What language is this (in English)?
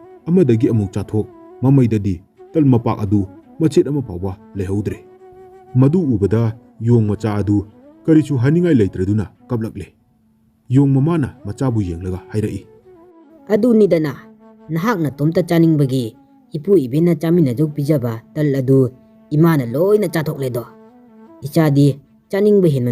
Manipuri